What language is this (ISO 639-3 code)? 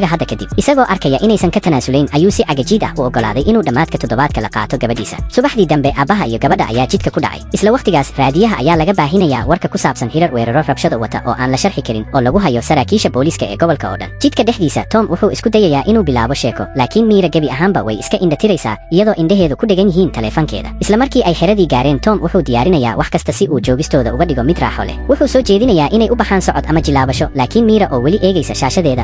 som